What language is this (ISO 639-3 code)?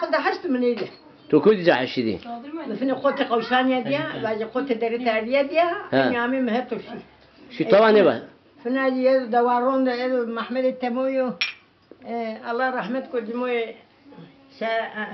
zza